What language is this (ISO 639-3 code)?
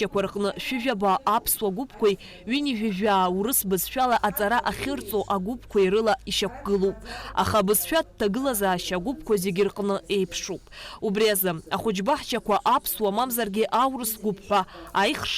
abk